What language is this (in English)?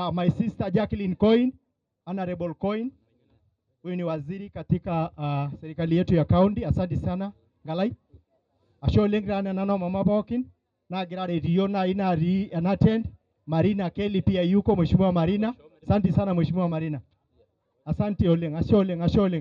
Masai